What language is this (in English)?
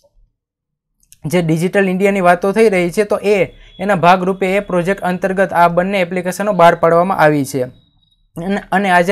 Gujarati